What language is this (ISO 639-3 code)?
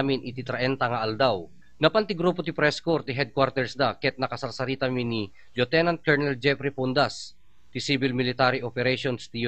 ilo